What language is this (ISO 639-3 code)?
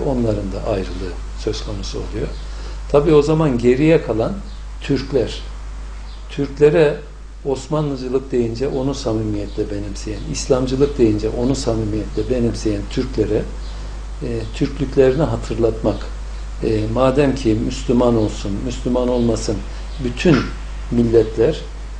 tur